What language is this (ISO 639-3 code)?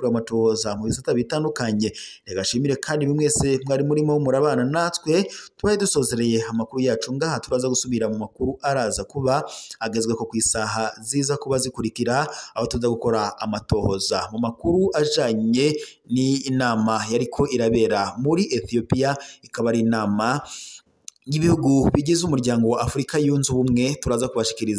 run